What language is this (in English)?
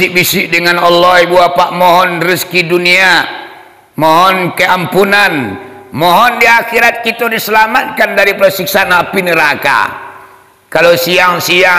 Minangkabau